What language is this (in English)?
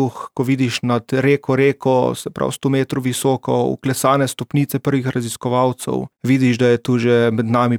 Slovenian